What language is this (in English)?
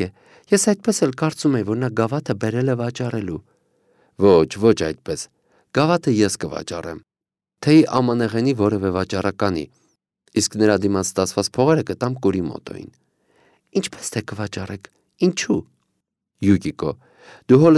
Armenian